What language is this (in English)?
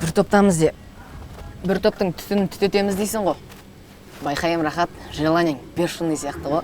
Kazakh